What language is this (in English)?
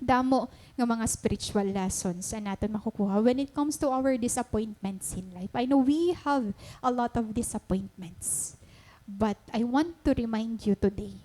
Waray